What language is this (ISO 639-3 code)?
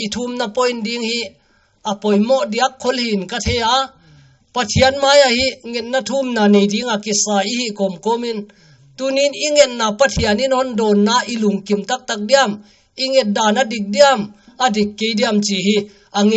pck